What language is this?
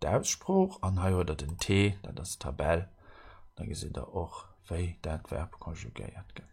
Luxembourgish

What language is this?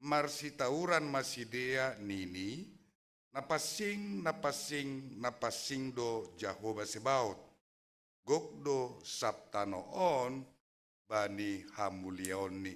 Batak Simalungun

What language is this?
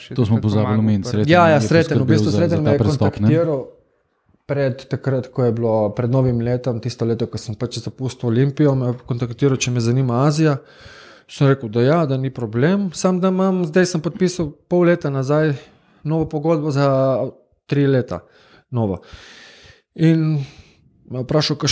Slovenian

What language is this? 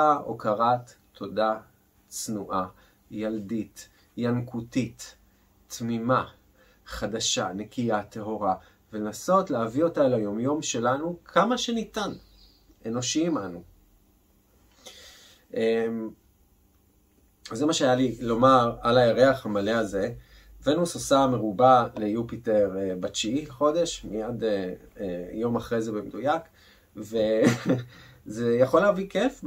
Hebrew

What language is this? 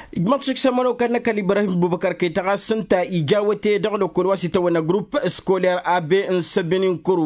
Tamasheq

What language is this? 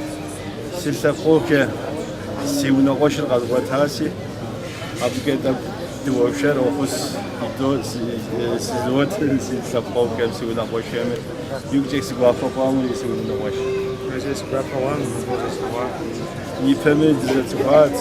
Kabardian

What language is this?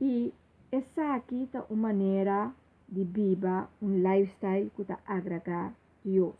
Papiamento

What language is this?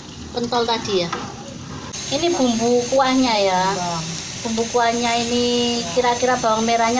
Indonesian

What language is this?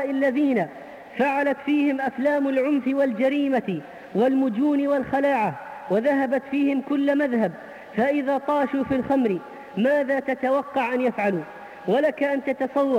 Arabic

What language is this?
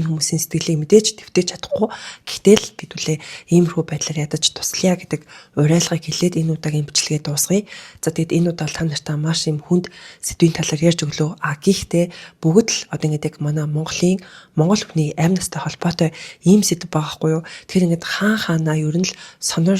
Mongolian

